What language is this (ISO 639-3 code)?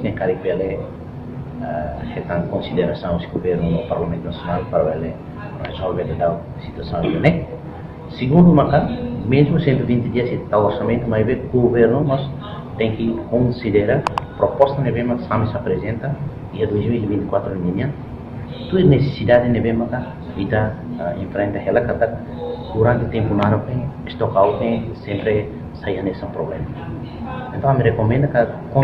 tet